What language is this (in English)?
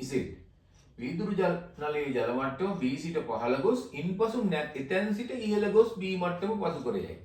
Sinhala